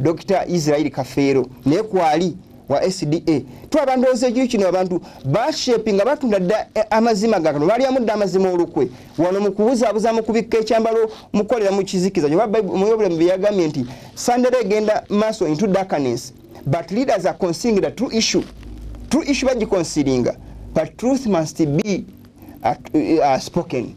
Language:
Ganda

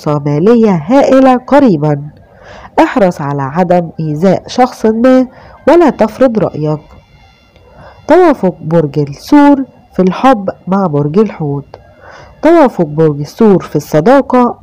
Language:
Arabic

